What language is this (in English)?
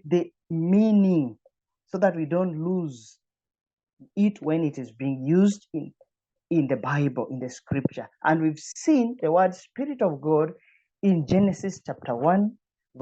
English